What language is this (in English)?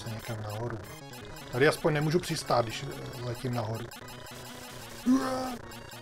Czech